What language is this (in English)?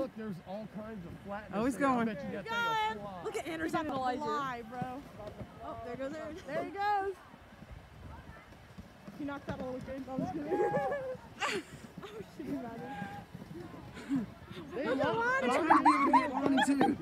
English